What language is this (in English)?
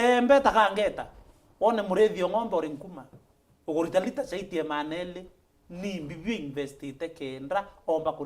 Meru